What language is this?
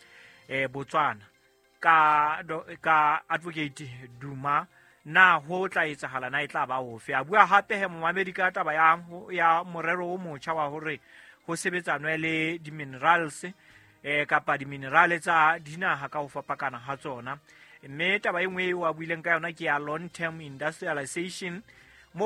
Southern Sotho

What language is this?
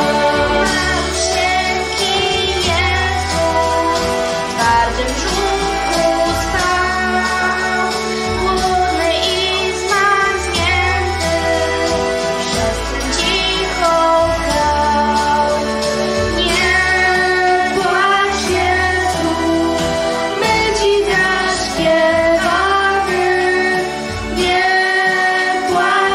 Polish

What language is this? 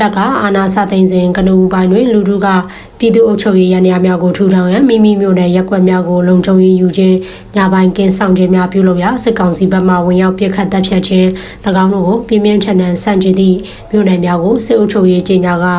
Burmese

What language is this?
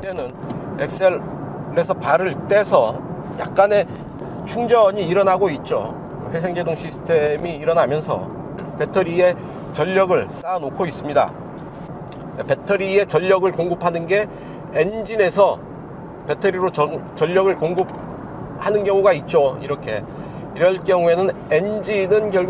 Korean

